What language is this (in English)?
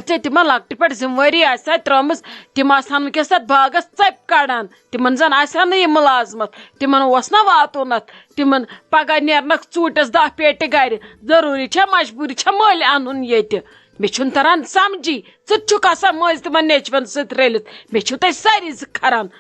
Kashmiri